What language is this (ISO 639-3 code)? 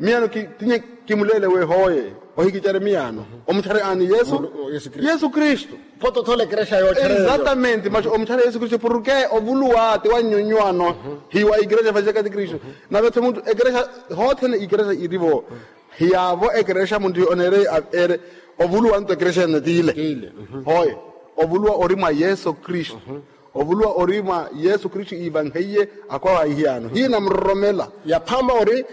vmw